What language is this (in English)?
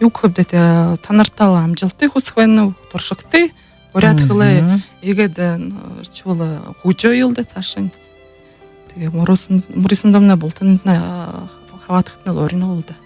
Buriat